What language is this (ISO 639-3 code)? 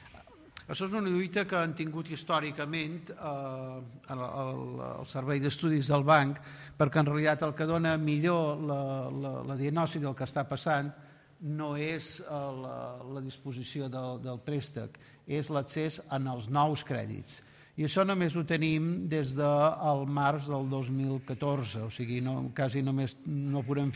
cat